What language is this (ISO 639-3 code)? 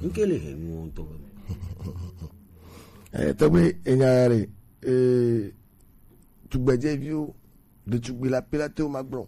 gej